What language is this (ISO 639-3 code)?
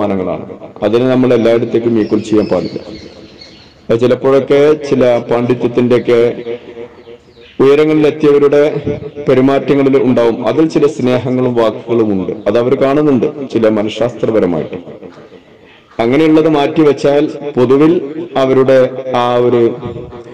mal